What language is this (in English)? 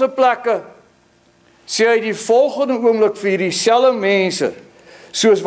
Afrikaans